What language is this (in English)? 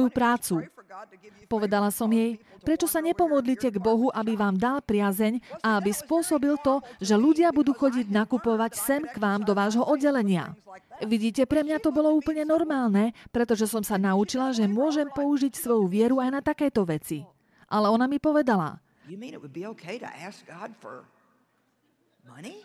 Slovak